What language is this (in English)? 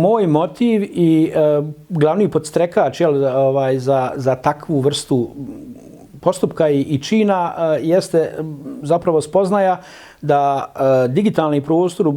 Bosnian